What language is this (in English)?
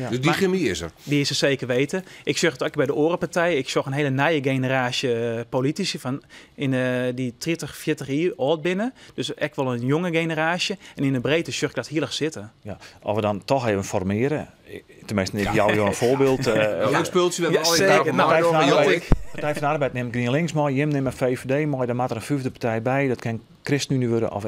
Western Frisian